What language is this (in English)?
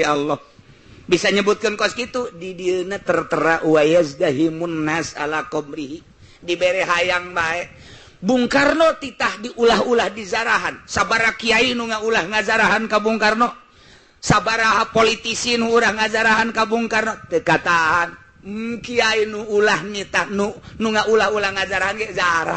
Sundanese